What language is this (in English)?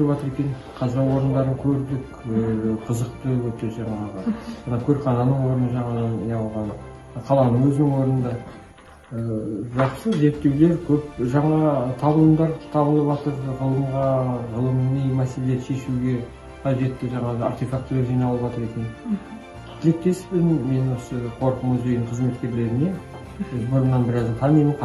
Kazakh